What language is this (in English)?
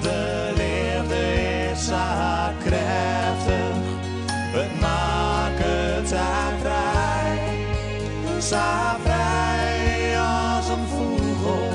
Western Frisian